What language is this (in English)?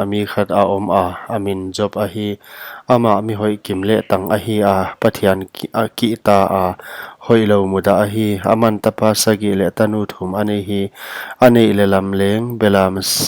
Paite Chin